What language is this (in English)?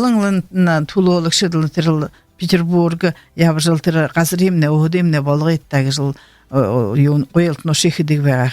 Buriat